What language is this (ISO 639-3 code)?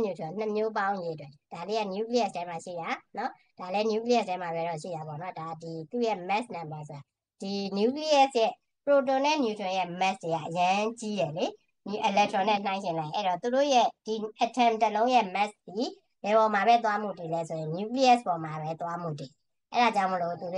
mya